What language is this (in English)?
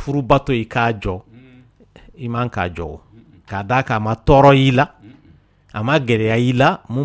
Dyula